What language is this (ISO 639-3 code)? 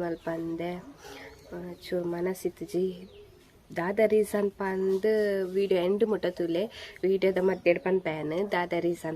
tcy